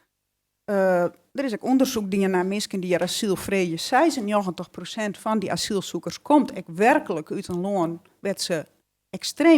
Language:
Western Frisian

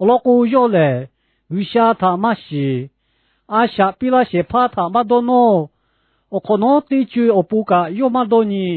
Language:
Lahu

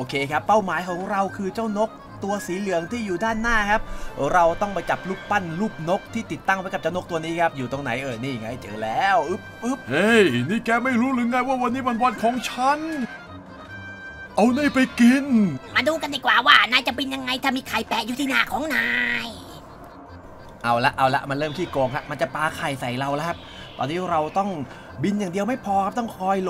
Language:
Thai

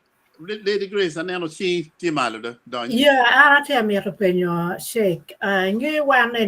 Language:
Acoli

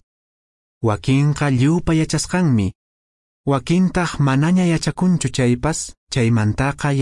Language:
Quechua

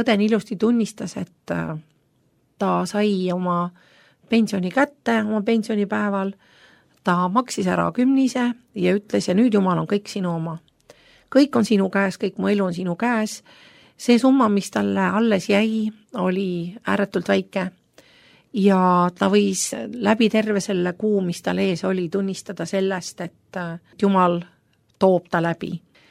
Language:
Estonian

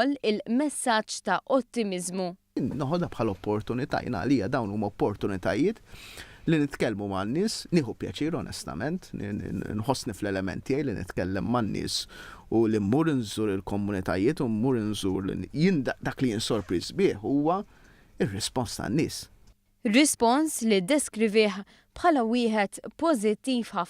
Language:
Maltese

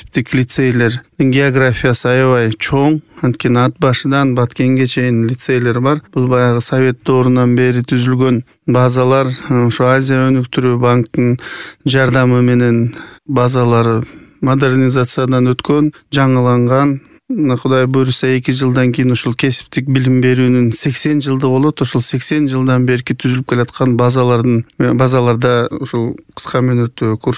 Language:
Kyrgyz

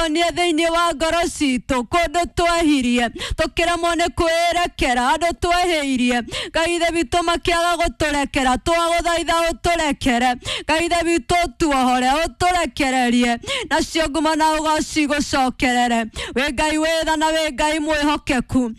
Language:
Kikuyu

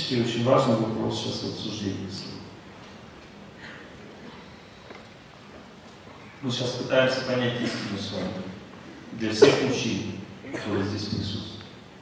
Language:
Russian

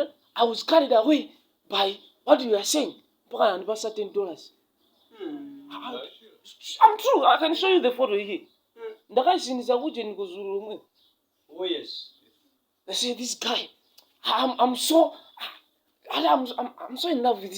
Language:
Nyanja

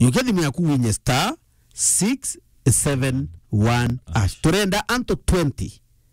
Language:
Meru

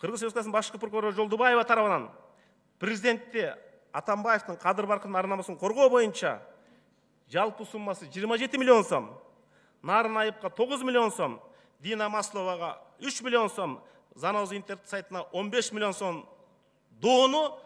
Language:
Kyrgyz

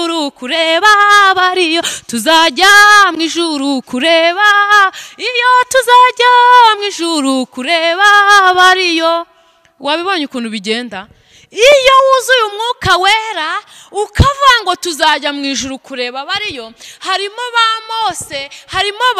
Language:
Kinyarwanda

